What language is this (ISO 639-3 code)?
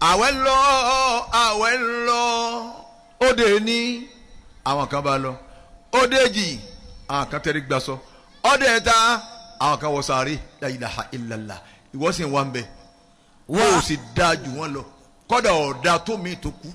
yor